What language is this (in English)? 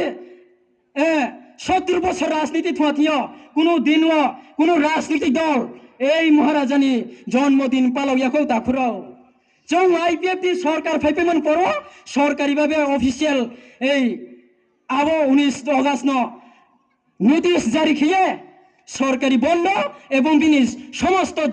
Riang (India)